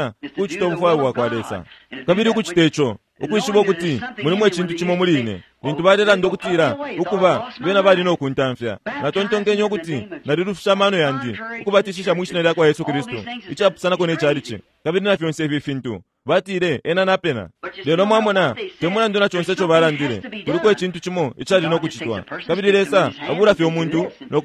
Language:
Bemba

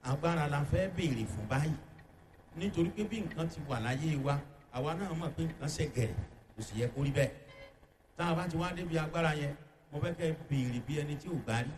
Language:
Yoruba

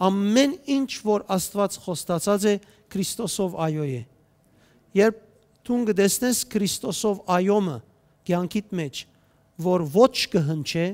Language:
Western Armenian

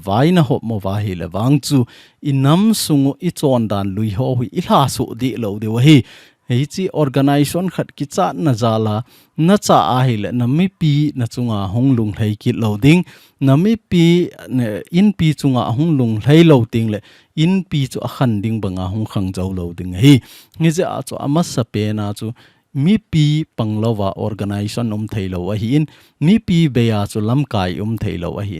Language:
Thado Chin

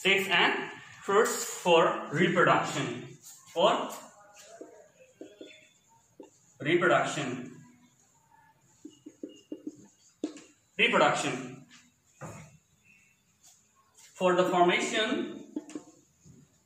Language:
Hindi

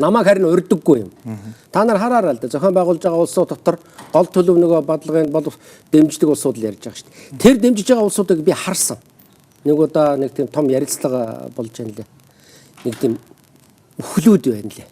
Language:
Mongolian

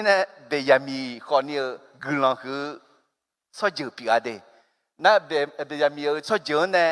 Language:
Akha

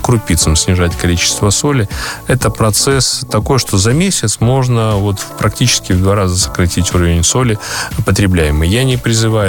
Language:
Russian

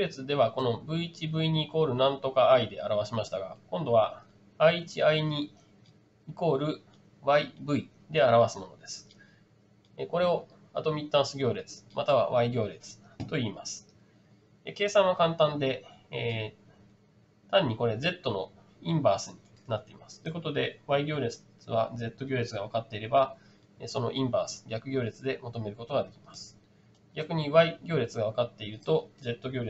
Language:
Japanese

